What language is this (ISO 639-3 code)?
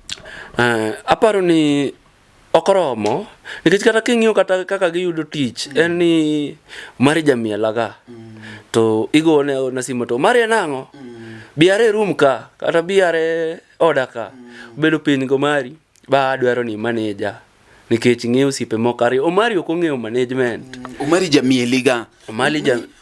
luo